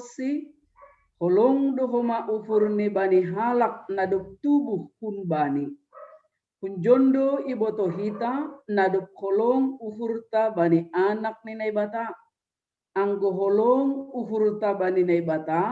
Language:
Batak Simalungun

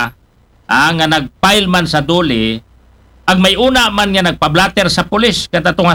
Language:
Aklanon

